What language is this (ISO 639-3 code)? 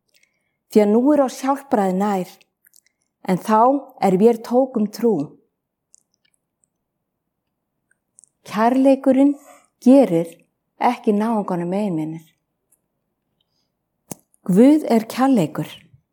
isl